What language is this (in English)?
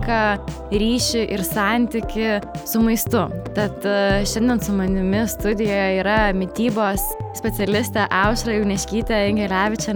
Lithuanian